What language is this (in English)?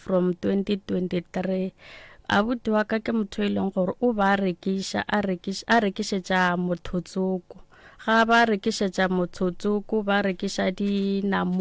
Northern Sotho